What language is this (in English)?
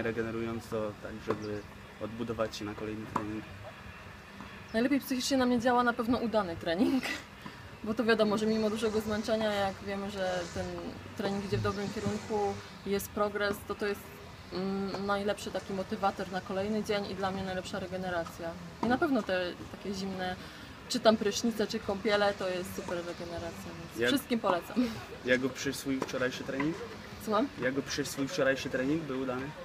Polish